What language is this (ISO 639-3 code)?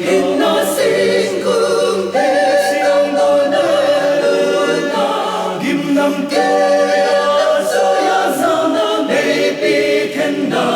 pck